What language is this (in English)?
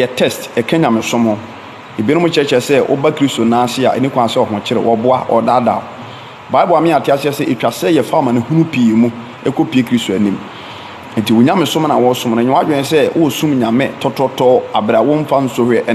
Akan